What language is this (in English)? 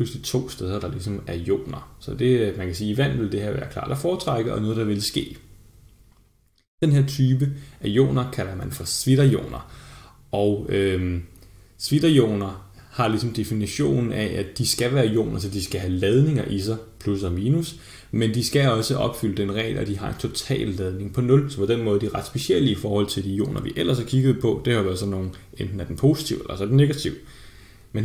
Danish